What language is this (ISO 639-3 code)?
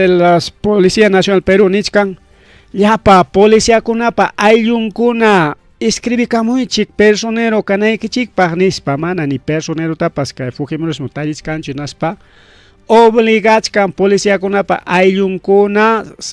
quy